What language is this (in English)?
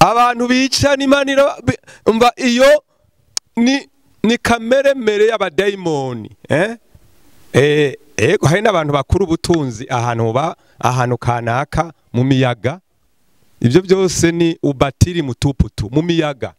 Rundi